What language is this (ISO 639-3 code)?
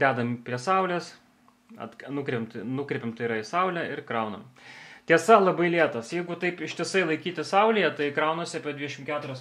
lit